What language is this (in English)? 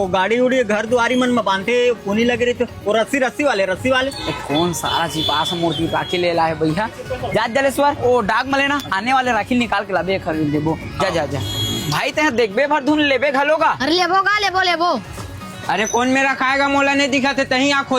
Chhattisgarhi